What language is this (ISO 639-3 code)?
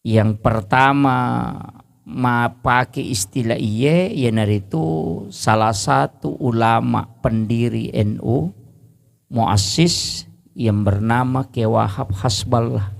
bug